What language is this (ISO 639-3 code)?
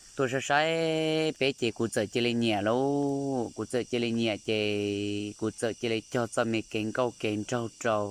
hmn